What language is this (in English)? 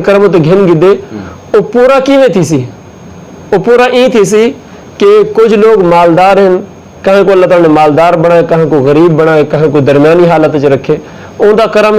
Saraiki